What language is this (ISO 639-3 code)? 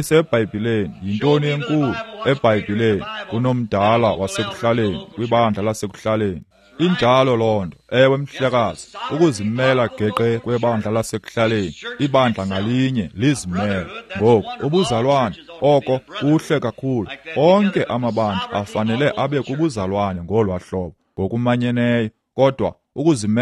xho